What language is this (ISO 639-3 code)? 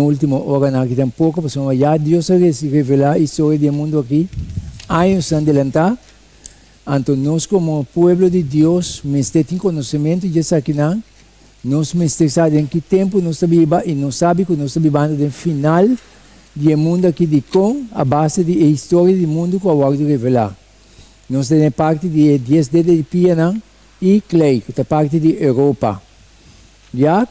pap